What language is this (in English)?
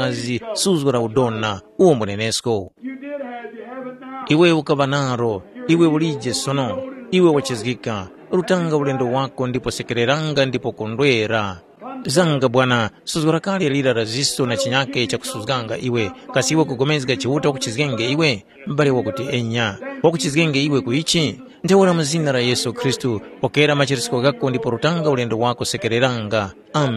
Tumbuka